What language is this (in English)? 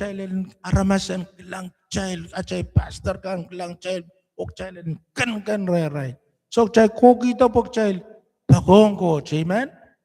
Pohnpeian